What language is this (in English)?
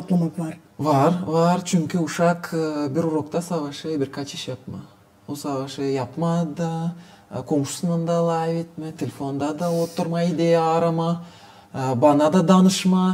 Gagauz